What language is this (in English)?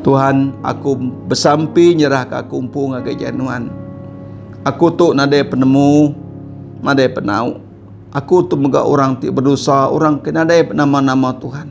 Iban